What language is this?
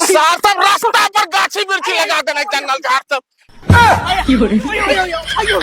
Maithili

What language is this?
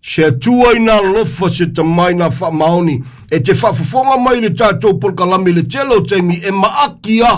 Samoan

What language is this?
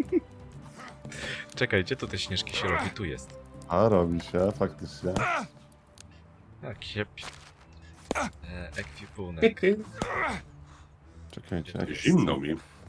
Polish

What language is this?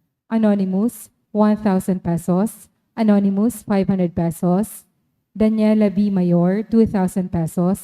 Bikol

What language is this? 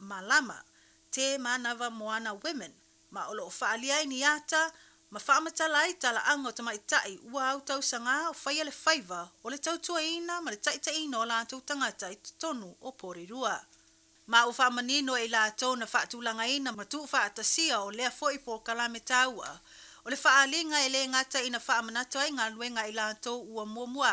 Samoan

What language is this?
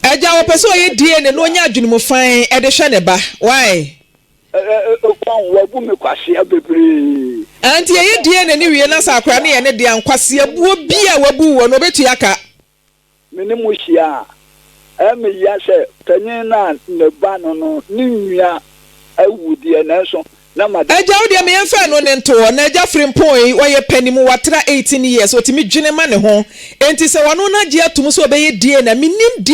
Akan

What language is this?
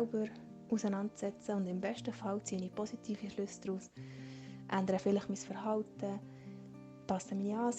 Swiss German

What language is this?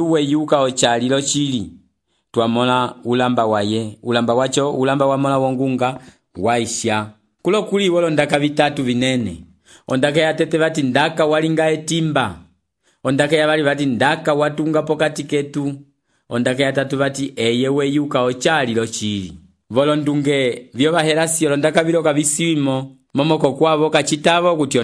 Umbundu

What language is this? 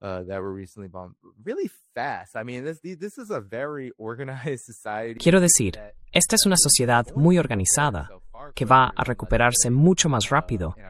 Spanish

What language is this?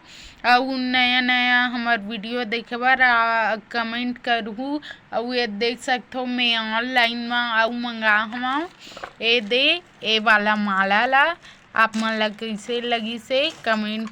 Chhattisgarhi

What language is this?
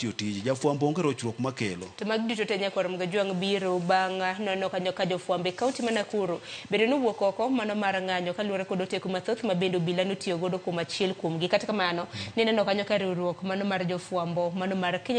Luo (Kenya and Tanzania)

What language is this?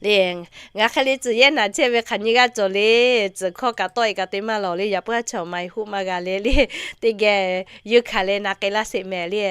Lahu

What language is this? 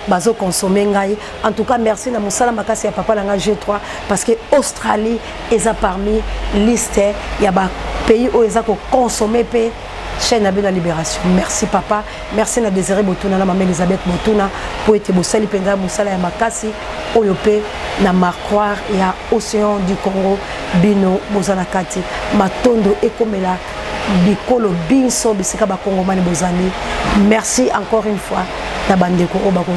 Lingala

